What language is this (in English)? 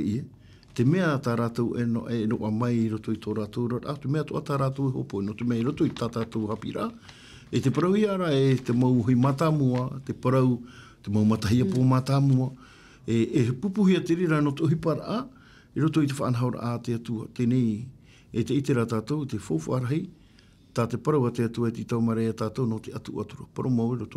Tahitian